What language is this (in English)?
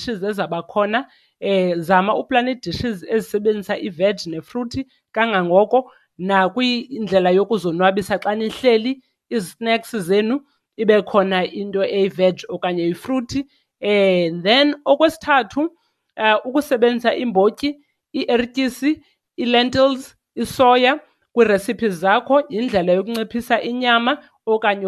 Xhosa